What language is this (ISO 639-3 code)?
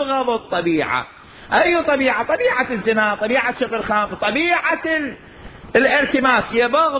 acm